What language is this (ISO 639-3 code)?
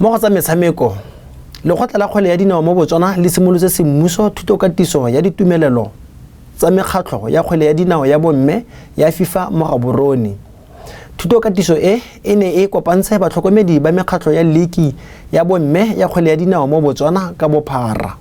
tsn